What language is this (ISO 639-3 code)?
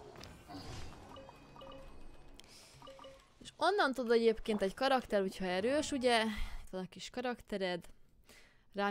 hun